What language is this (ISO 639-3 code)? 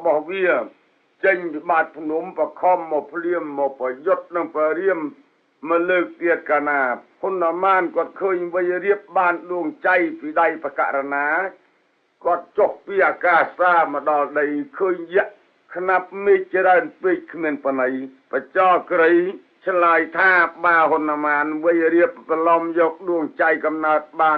khm